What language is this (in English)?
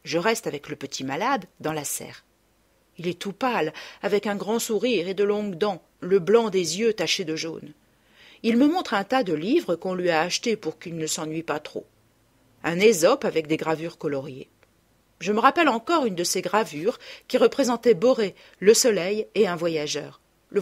French